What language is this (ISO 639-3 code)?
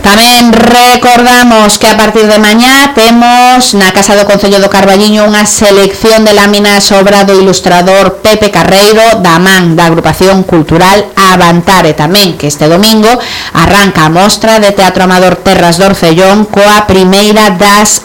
glg